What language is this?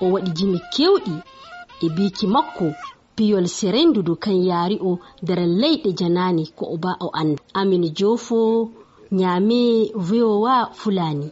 Fula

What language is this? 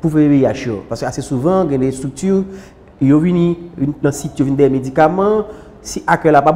Haitian Creole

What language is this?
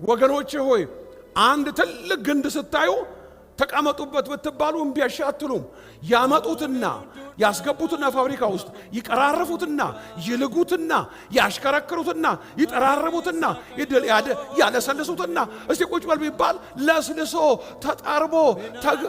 Amharic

